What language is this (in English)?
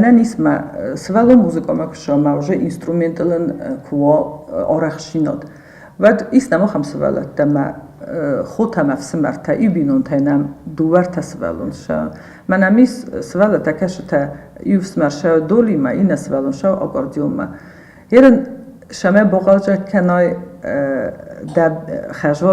Ossetic